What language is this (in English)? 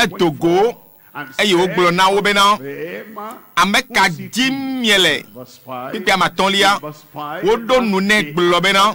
Ewe